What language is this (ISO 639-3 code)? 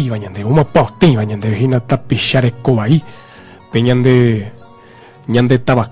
grn